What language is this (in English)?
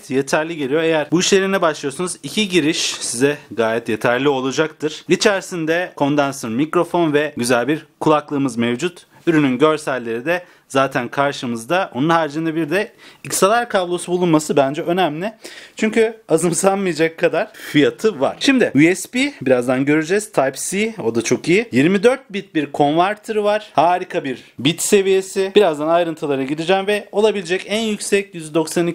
Turkish